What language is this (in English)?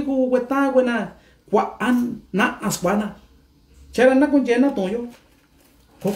Mixtepec Mixtec